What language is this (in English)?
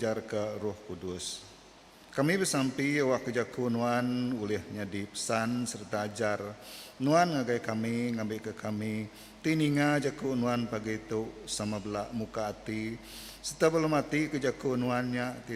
Iban